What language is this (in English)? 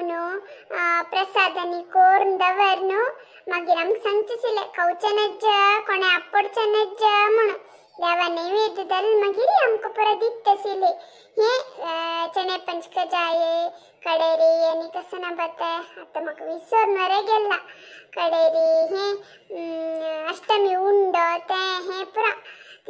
Konkani